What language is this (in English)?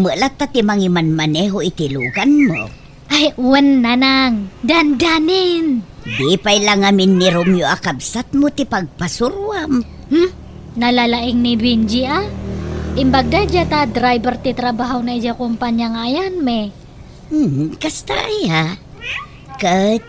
Iloko